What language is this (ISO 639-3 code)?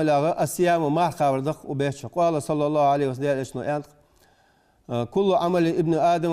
inh